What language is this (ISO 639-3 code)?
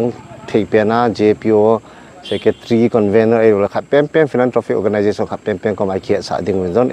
pck